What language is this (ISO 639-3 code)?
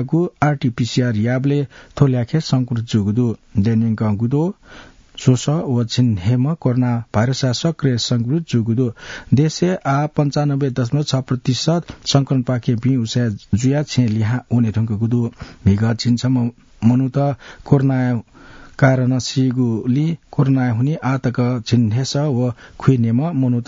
new